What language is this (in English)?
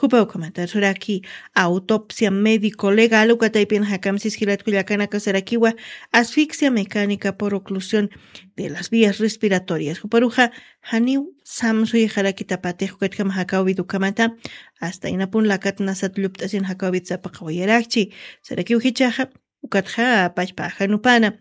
Aymara